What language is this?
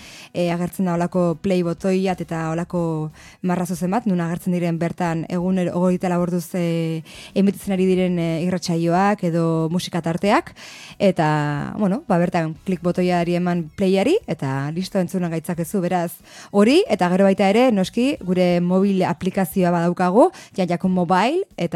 Basque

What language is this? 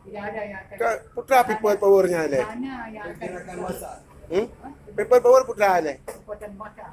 Achinese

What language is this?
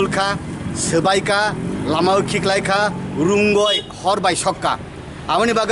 Kok Borok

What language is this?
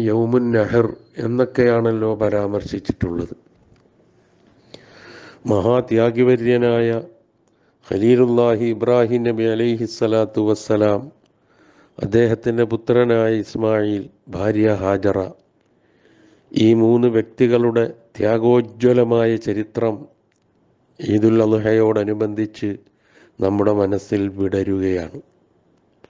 Malayalam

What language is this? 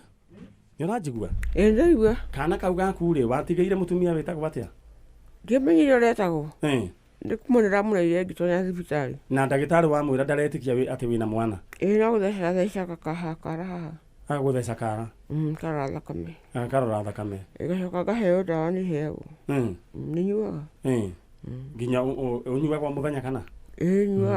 Kikuyu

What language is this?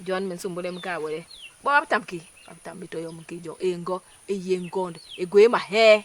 Basaa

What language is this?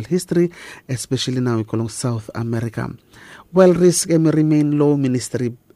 Bislama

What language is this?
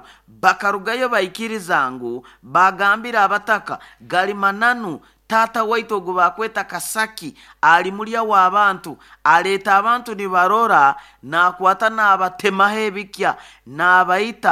Nyoro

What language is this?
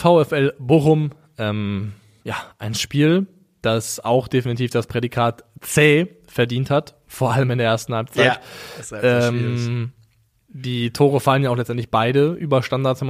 German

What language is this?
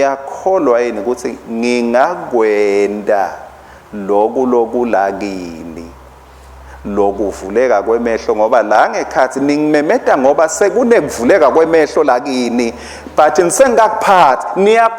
Swati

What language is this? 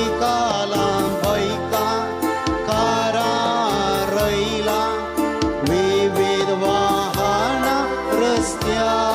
Konkani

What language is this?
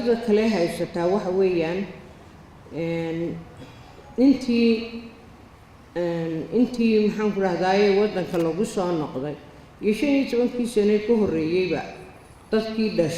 Somali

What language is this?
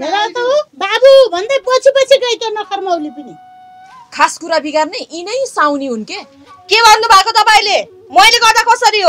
Nepali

